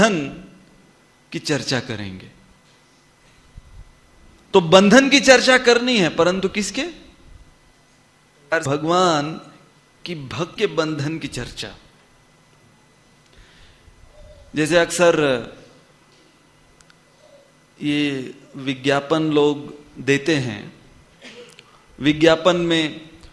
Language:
Hindi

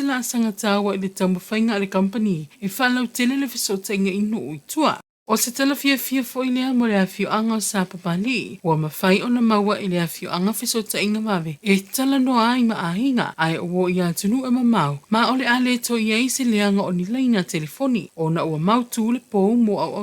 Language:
Samoan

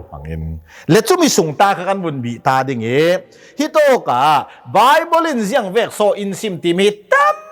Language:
Hakha Chin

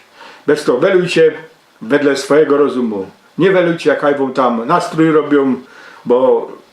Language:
Silesian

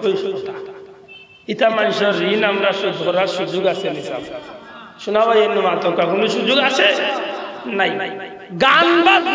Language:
Sylheti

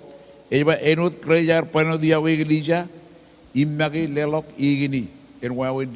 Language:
Marshallese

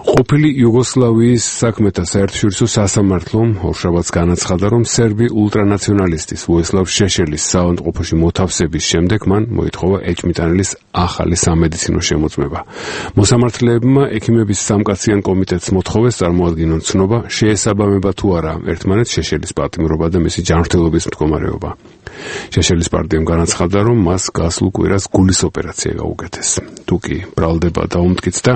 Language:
Georgian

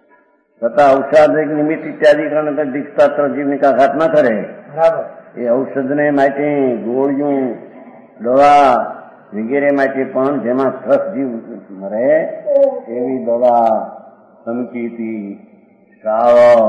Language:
Gujarati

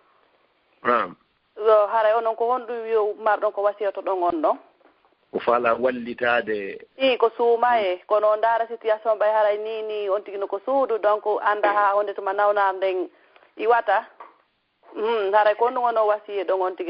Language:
Fula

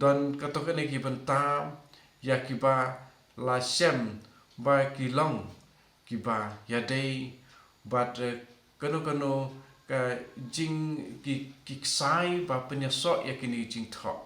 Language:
Khasi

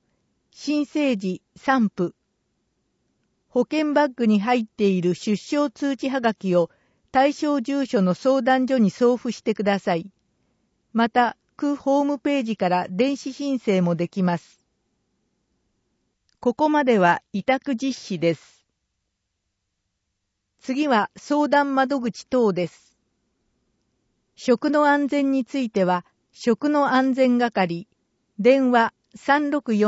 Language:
Japanese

